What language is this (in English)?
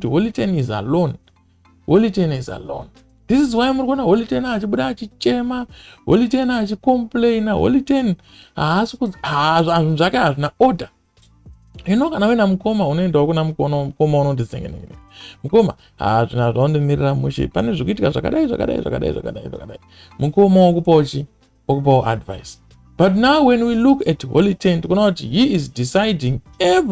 Shona